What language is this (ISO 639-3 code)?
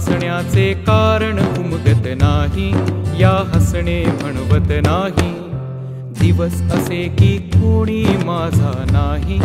mar